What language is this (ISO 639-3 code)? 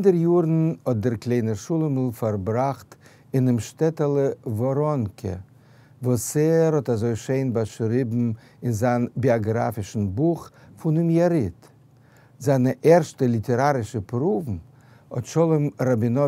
yid